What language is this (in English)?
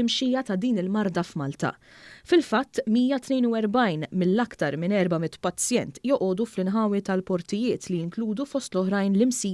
Maltese